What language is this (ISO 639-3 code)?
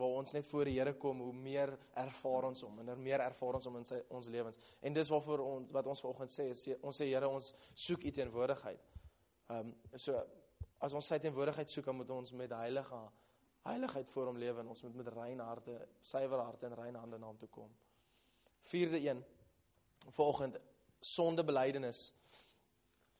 afr